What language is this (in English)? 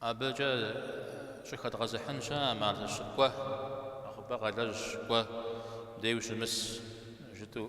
Kabardian